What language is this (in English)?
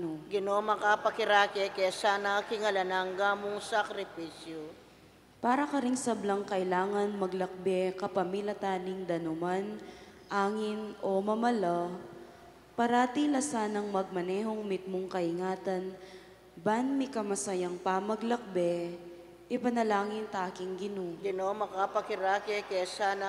Pampanga